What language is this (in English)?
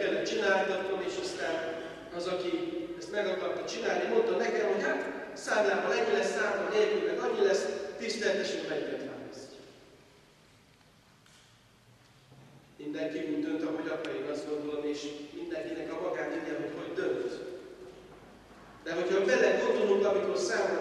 Hungarian